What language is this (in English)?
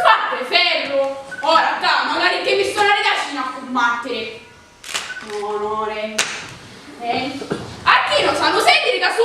Sicilian